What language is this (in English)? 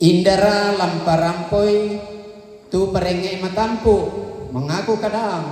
Toraja-Sa'dan